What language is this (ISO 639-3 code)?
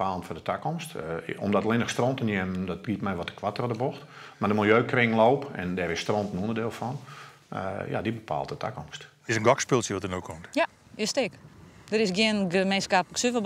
fry